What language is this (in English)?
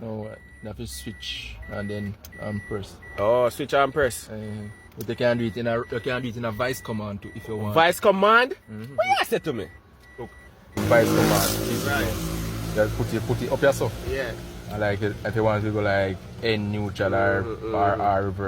Jamaican Creole English